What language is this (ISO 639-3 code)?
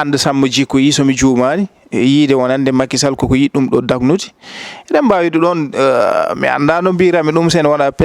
ful